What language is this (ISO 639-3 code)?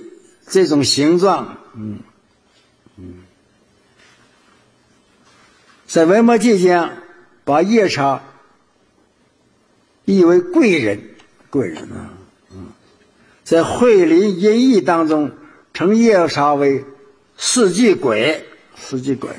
zho